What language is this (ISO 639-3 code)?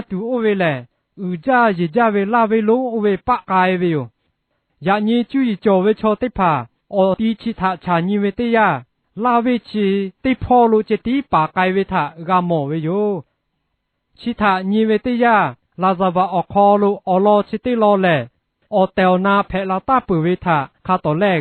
lhu